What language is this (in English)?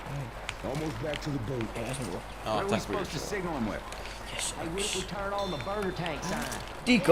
Faroese